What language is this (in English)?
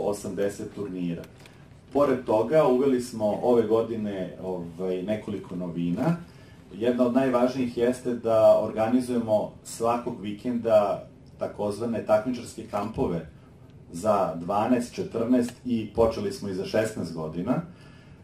Serbian